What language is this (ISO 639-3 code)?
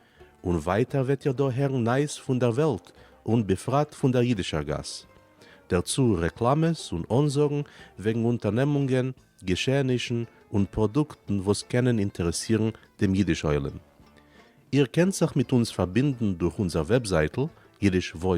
yid